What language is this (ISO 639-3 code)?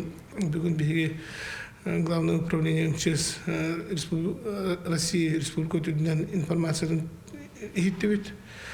sah